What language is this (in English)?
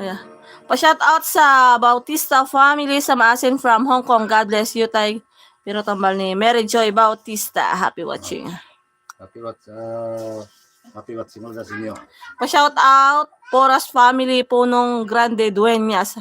Hiligaynon